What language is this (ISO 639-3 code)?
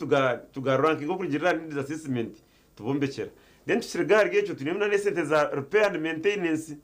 nyn